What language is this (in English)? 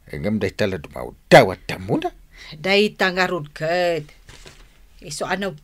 Iloko